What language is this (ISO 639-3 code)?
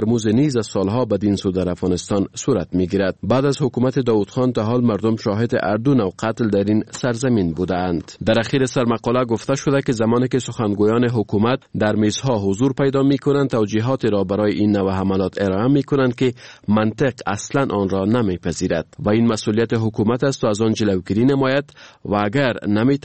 fas